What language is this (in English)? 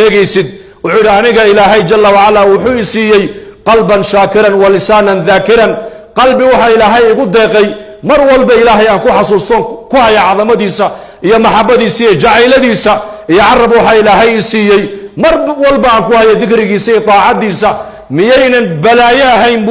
Somali